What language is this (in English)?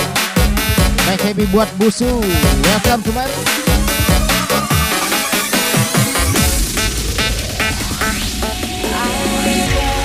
Indonesian